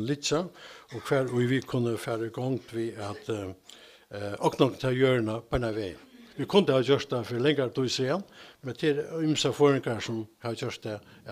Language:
Faroese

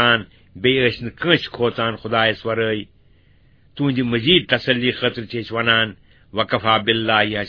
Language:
Kashmiri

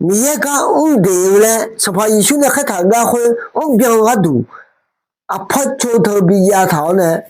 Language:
Akha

